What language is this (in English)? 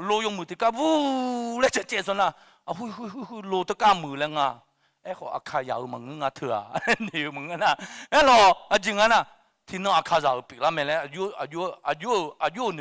Akha